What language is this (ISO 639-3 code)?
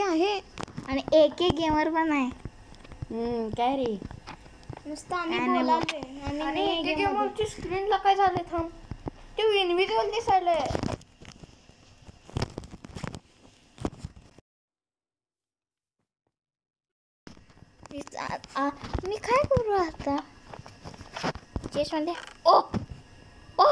mar